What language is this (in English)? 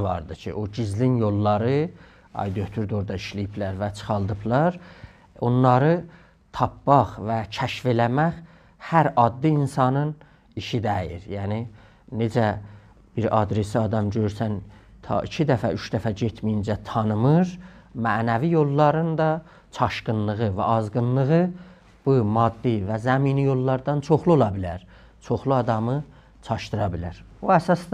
South Azerbaijani